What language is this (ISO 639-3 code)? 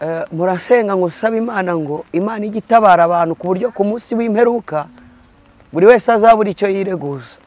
kin